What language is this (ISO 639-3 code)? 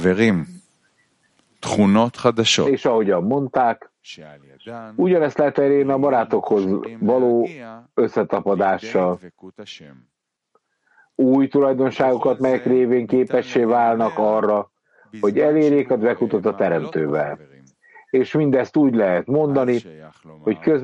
hun